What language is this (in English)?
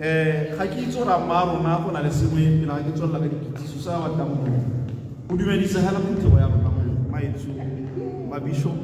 Tswana